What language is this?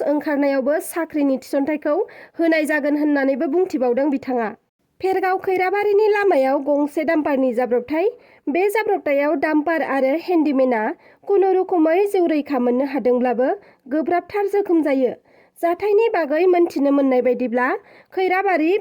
Bodo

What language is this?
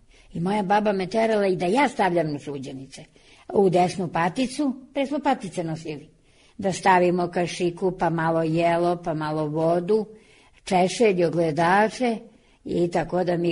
Serbian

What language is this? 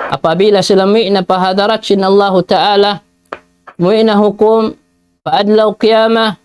Tausug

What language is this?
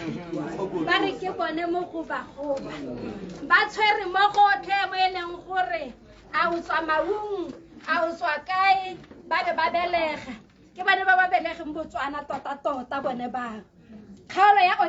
Tswana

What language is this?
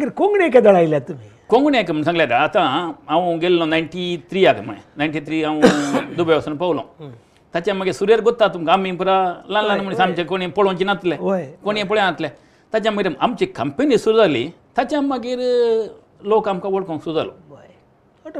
Konkani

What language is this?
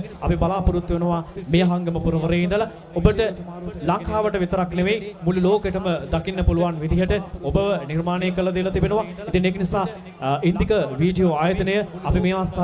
Sinhala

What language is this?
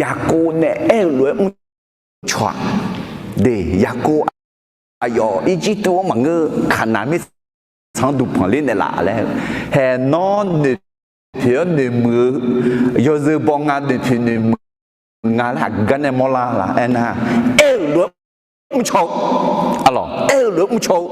Akha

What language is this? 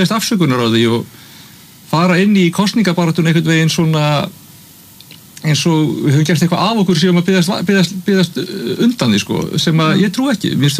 Icelandic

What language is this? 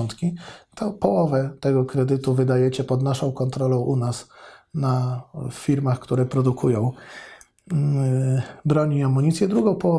Polish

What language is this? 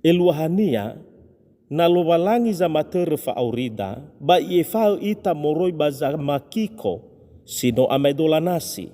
Nias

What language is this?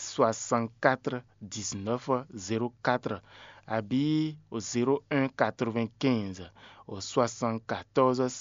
Fon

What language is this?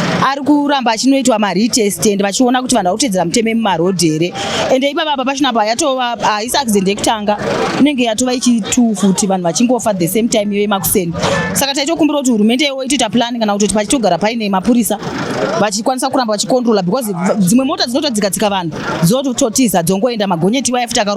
Shona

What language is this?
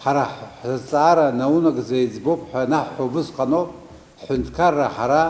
Abkhazian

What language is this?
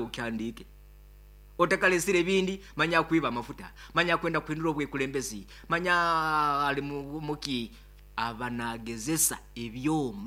Nyankole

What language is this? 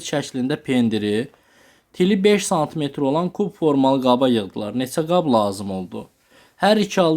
Azerbaijani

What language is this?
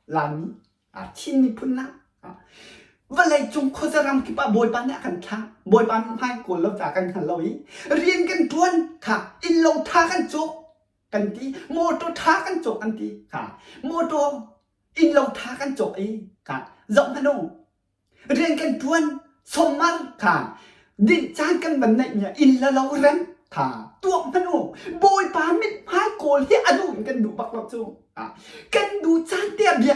Hakha Chin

